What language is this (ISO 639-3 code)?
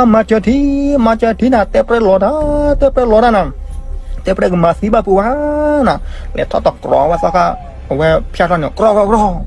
ksw